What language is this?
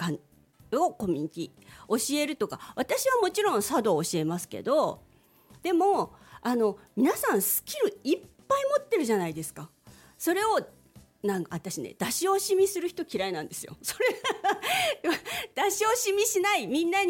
Japanese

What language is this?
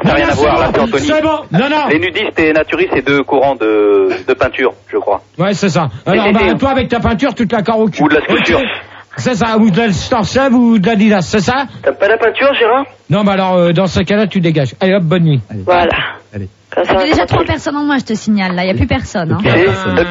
French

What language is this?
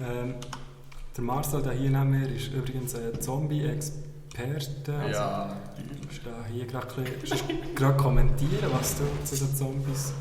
Swiss German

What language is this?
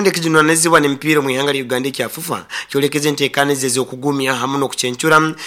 Nyoro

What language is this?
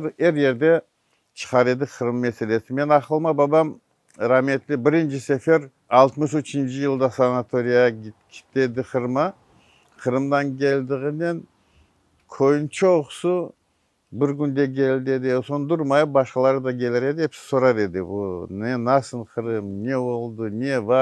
Crimean Tatar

